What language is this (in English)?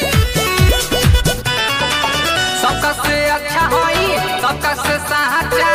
Bhojpuri